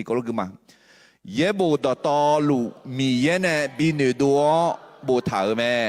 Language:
Akha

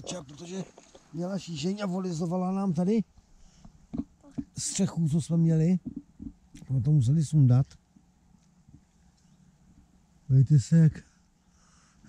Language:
Czech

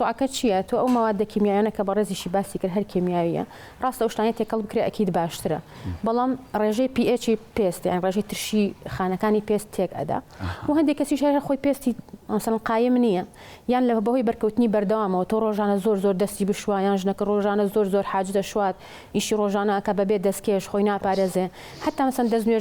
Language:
Central Kurdish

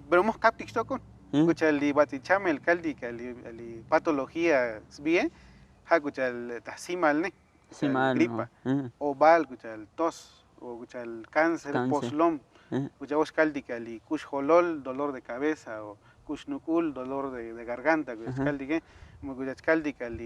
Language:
Tzotzil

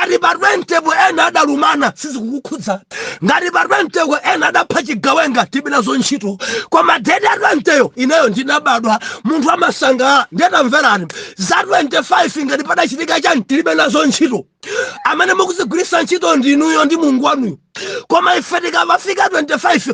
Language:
Nyanja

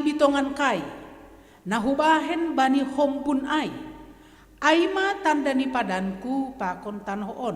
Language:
Batak Simalungun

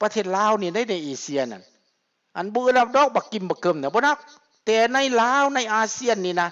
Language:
Lao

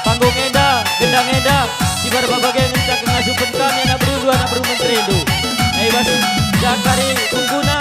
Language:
Batak Karo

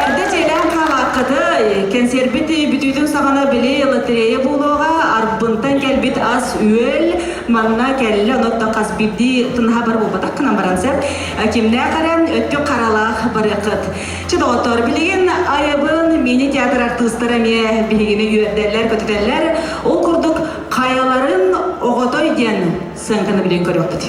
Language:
Yakut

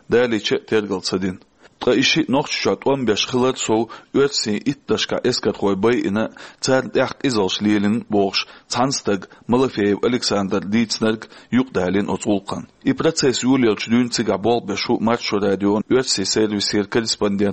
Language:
Chechen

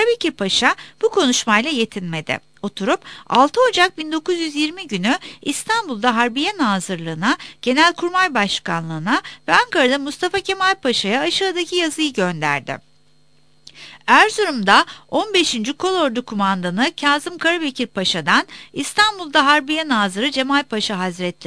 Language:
Turkish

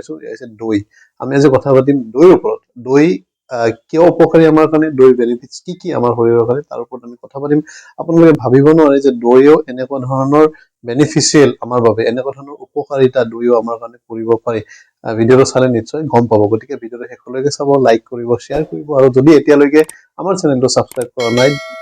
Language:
Assamese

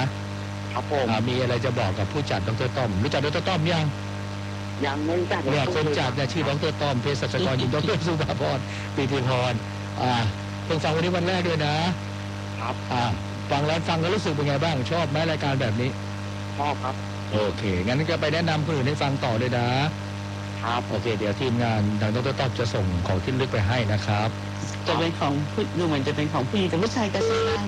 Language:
Thai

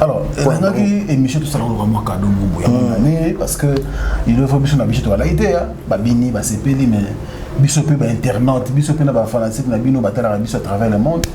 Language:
Lingala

